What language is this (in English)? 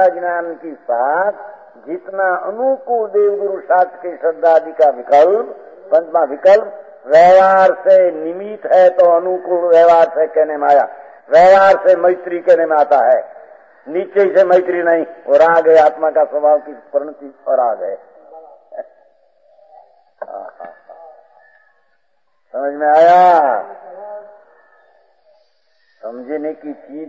Hindi